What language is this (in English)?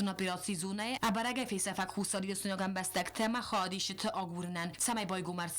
Ossetic